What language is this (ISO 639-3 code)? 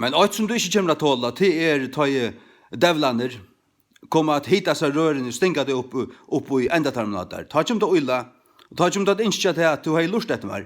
fao